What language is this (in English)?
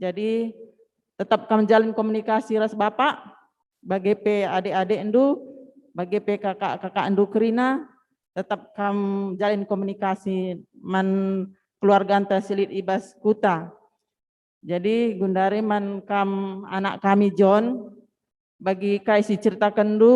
Batak Karo